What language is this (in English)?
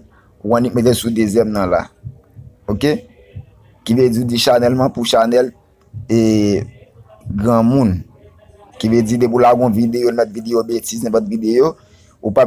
Haitian Creole